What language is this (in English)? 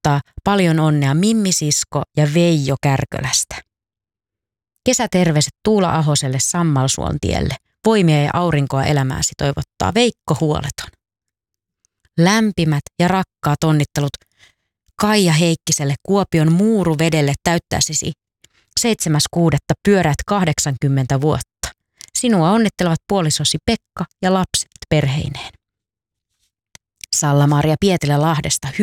Finnish